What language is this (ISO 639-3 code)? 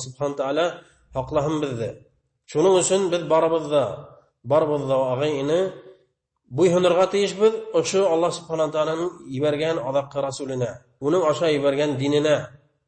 bak